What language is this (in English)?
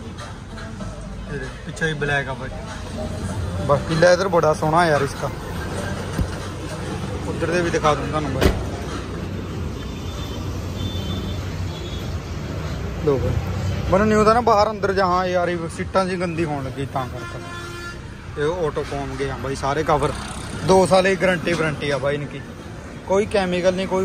Hindi